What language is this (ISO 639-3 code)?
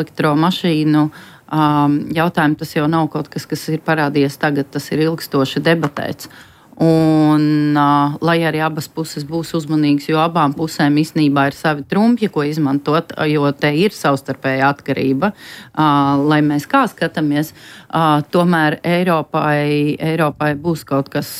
lav